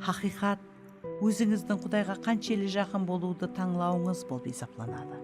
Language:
Kara-Kalpak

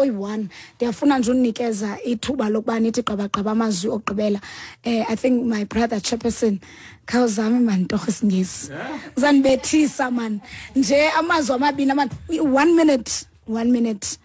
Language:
Xhosa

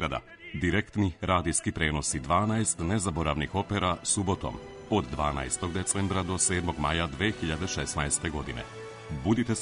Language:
Serbian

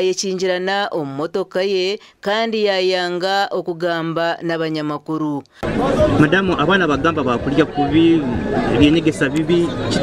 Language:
Nyankole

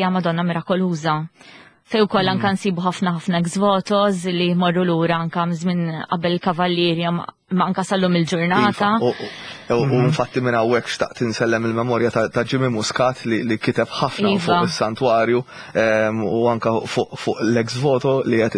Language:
Maltese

